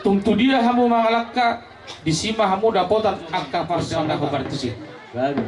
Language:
Batak Toba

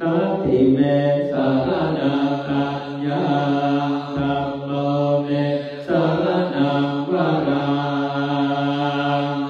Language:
Pali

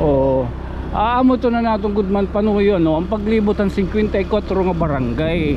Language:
Waray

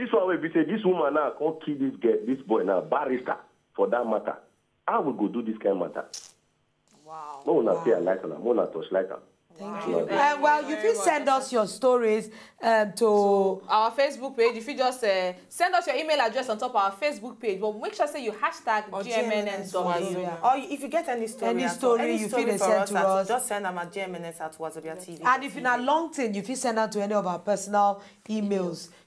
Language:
Nigerian Pidgin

